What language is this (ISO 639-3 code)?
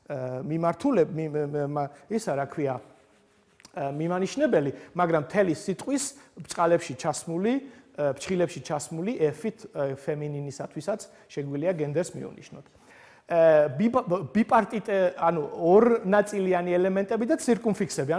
kat